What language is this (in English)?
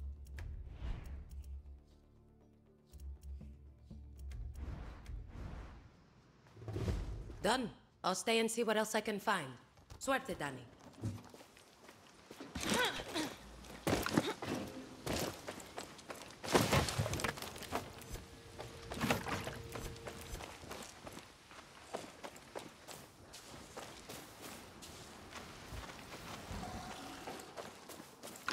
English